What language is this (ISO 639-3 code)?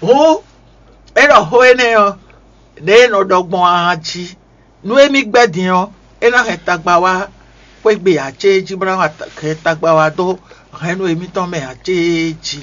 fon